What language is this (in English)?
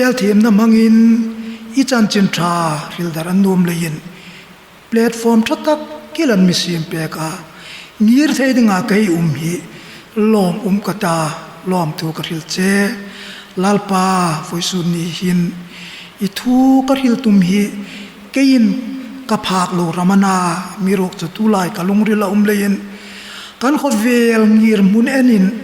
Hmar